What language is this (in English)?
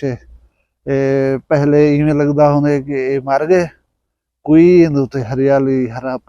Saraiki